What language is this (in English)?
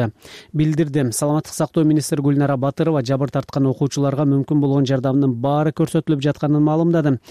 Kyrgyz